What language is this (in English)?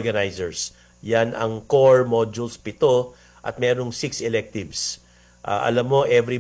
Filipino